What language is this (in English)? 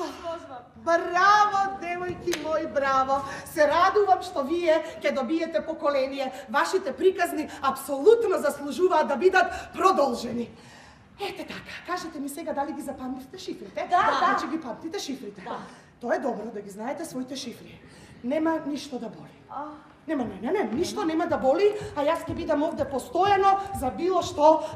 Macedonian